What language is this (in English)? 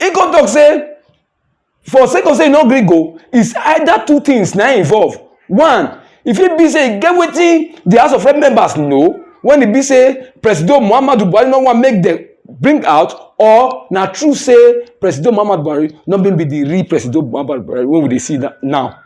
Nigerian Pidgin